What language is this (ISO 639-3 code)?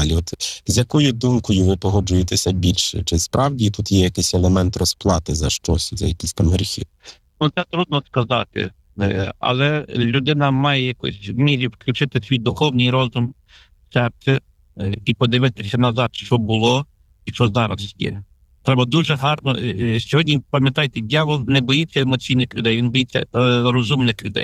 ukr